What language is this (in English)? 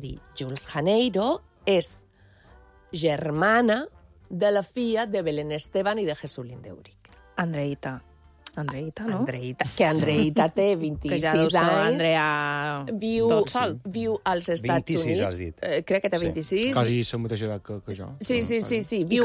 Catalan